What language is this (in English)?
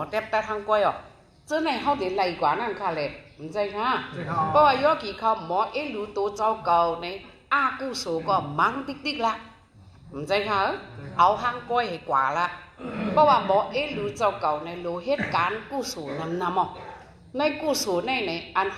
Shan